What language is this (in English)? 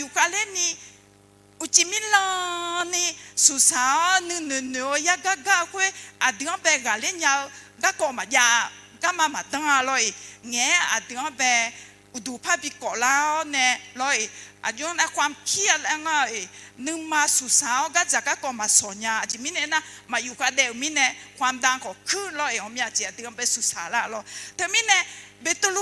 Akha